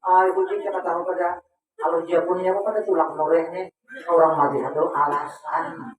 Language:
Banjar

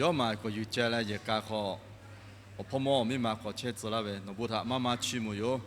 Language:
Lahu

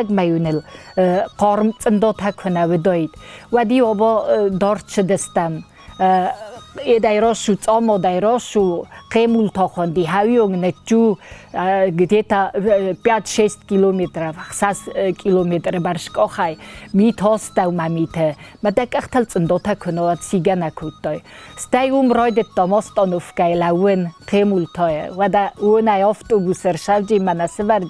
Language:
Ossetic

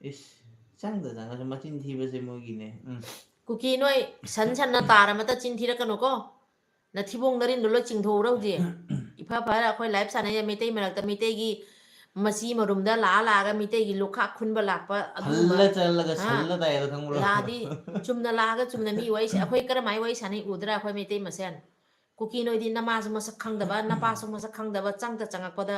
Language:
Manipuri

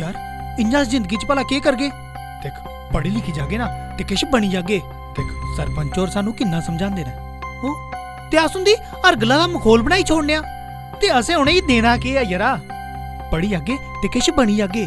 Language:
Dogri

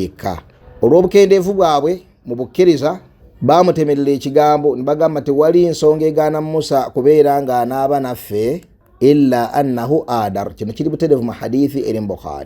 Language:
Ganda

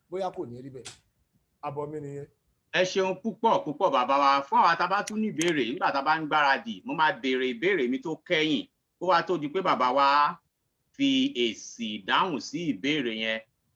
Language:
Yoruba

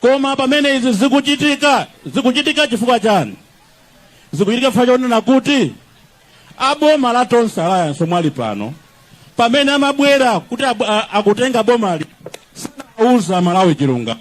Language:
Nyanja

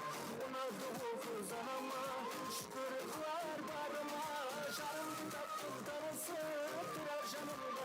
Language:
Kara-Kalpak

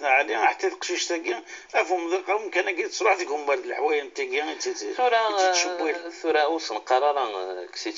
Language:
Moroccan Arabic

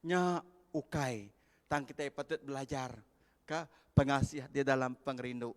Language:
Iban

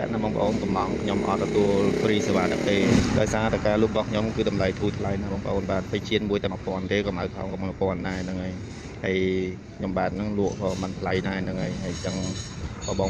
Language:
Khmer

